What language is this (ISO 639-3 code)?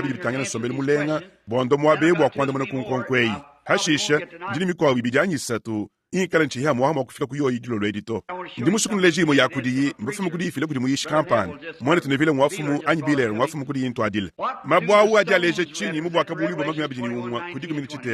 lua